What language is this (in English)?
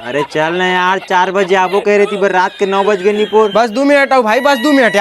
Chhattisgarhi